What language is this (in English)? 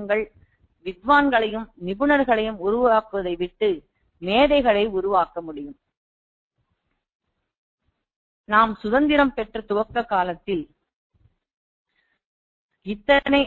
Tamil